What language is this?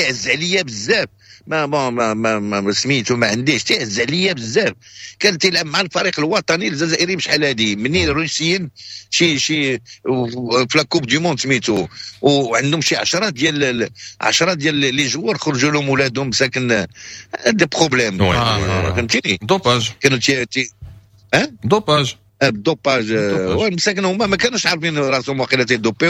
Moroccan Arabic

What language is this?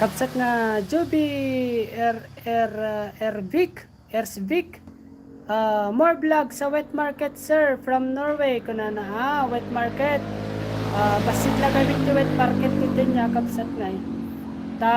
Iloko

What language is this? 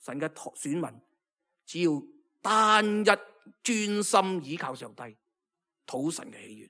Cantonese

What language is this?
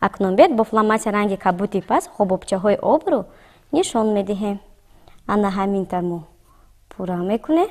Tajik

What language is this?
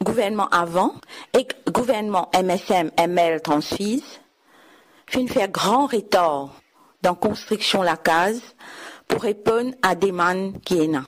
Morisyen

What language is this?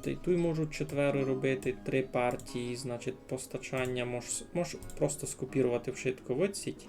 Rusyn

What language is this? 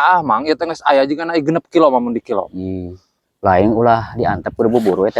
Sundanese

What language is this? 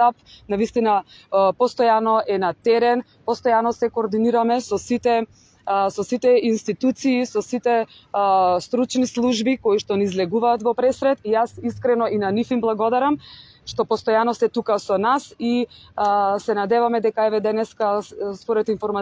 Macedonian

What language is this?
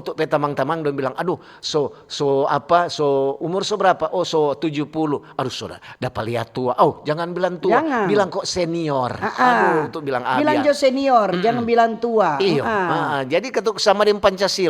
Manado Malay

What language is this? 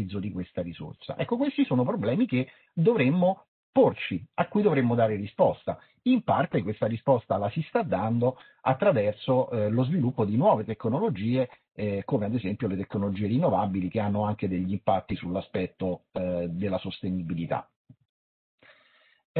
Italian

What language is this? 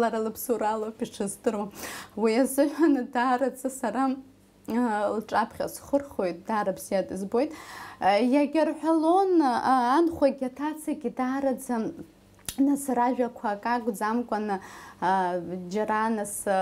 Abkhazian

